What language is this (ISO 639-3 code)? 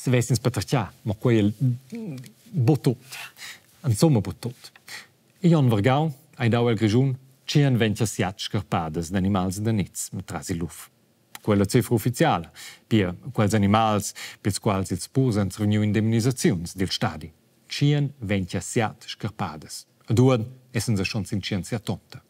roh